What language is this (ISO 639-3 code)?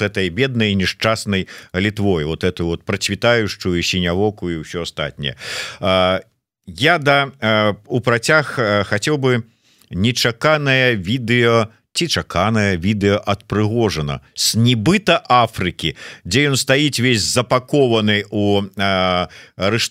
bel